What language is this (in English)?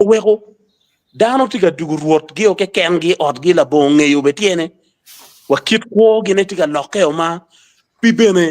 Acoli